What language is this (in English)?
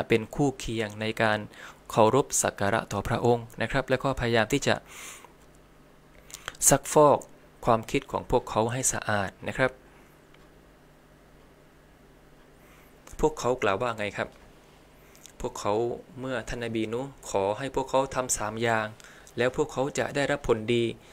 Thai